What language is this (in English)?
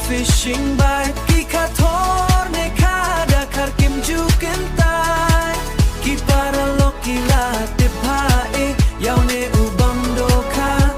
Khasi